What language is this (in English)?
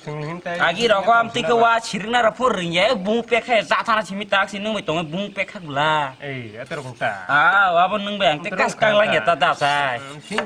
Kok Borok